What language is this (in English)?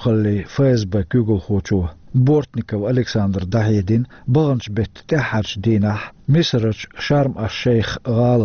Chechen